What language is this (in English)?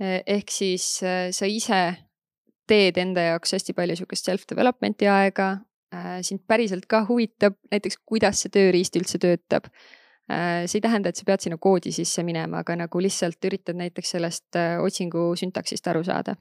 Estonian